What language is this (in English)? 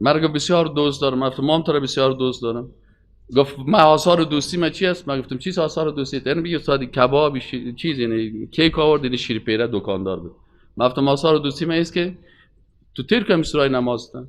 Persian